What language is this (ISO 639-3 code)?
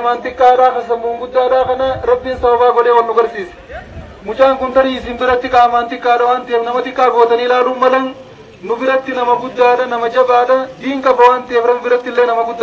orm